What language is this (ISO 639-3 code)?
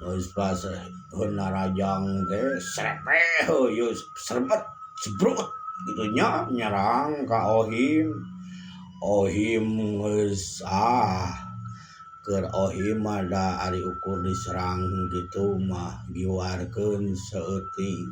sun